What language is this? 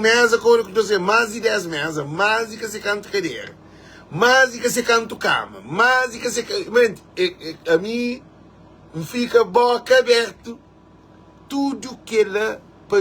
Kabuverdianu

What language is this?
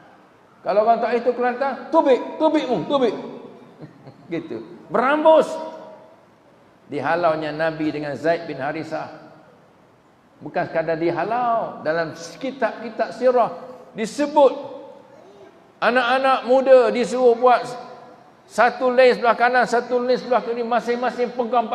Malay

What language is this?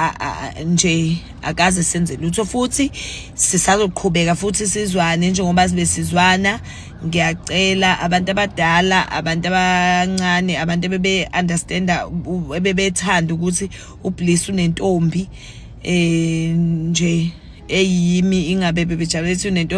Zulu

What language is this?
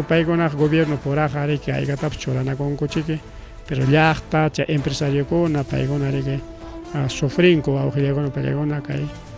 Ayacucho Quechua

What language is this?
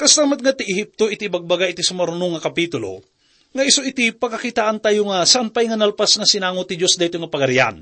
Iloko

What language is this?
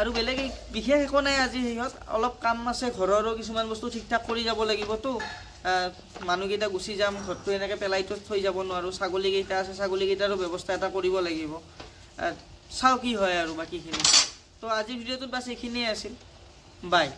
Assamese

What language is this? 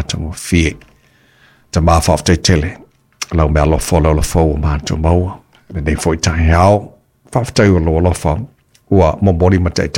Samoan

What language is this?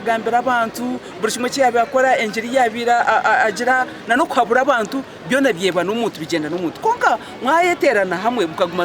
Nyankole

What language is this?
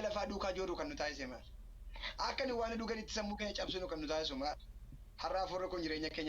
Oromo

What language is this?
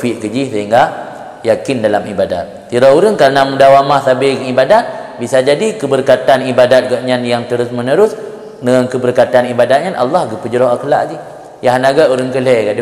Achinese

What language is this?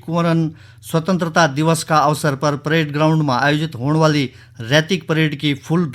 Garhwali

